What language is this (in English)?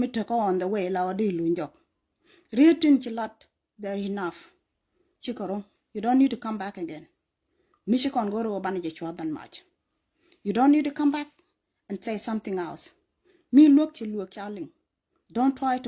Nuer